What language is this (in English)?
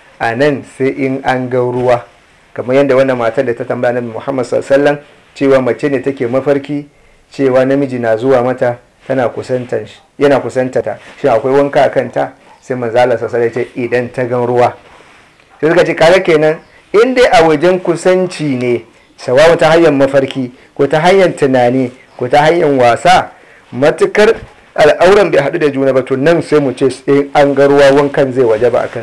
Hausa